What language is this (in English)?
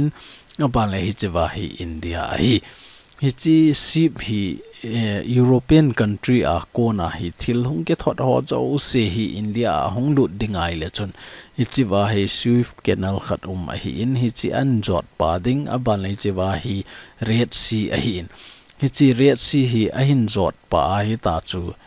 Thado Chin